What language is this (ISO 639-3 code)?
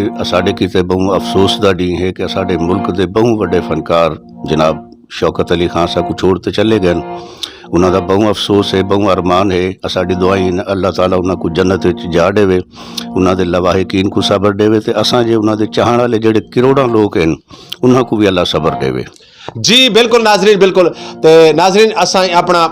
skr